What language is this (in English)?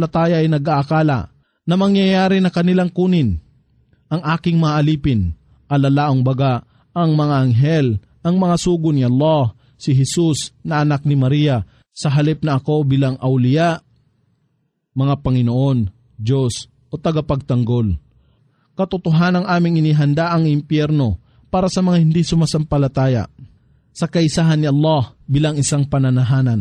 Filipino